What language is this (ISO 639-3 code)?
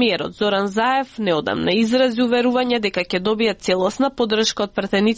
mkd